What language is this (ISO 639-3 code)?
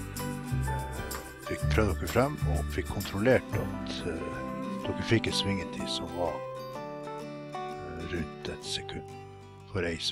nor